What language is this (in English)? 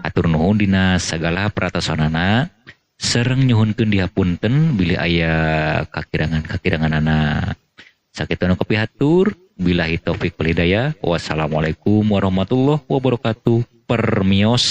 Sundanese